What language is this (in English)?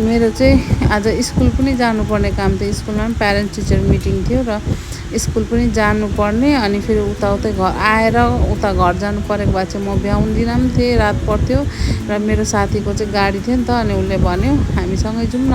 Nepali